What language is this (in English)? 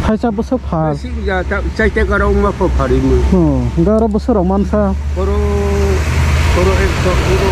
Kok Borok